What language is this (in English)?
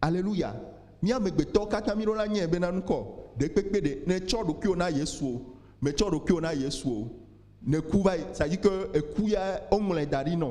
Ewe